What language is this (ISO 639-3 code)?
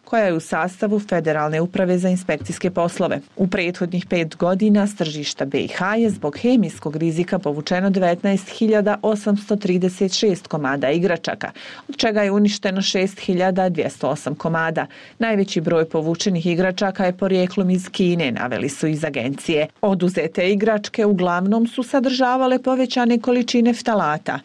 bos